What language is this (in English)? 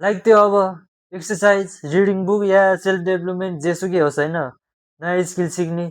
Nepali